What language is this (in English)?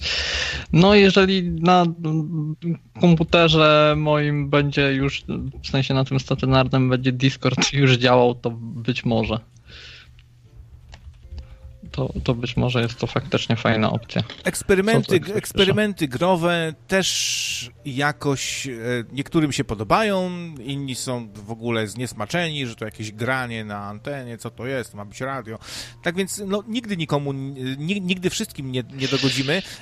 Polish